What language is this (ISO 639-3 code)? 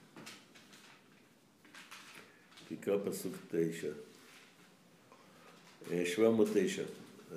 heb